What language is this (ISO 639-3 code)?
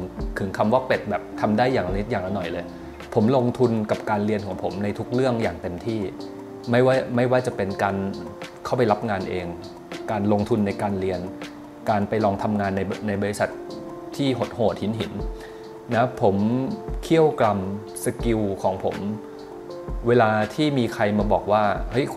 tha